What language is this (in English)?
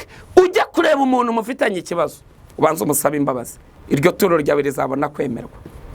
Kinyarwanda